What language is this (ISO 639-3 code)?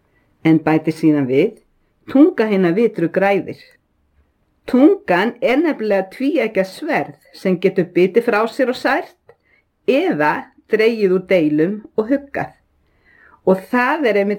isl